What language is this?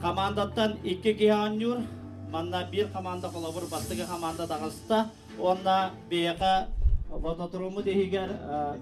Yakut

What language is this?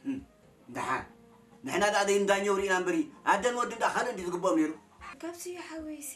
Tigrinya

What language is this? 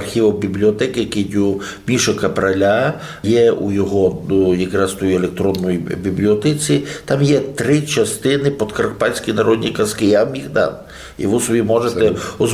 Rusyn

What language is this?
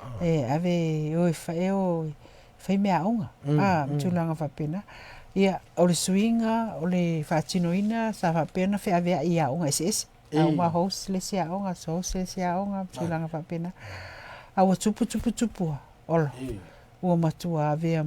Samoan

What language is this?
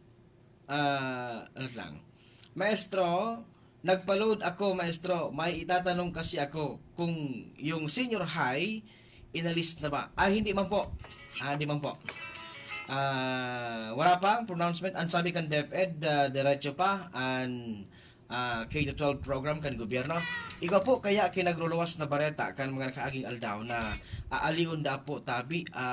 Bikol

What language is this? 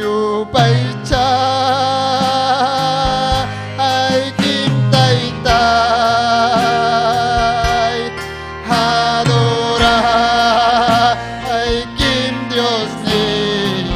Ayacucho Quechua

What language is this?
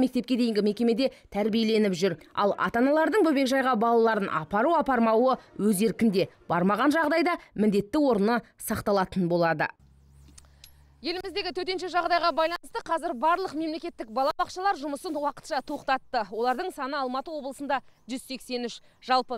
Kazakh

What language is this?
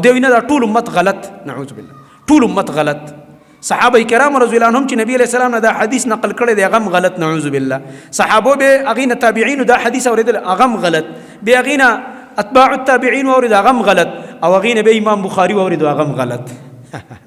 Pashto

